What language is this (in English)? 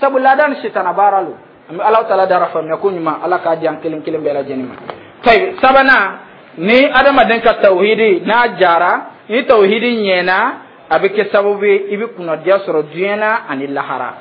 Dyula